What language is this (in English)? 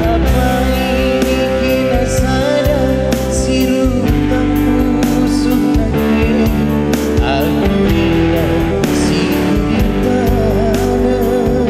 Batak Karo